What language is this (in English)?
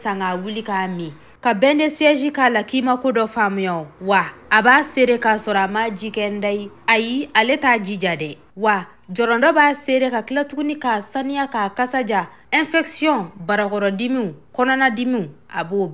Bambara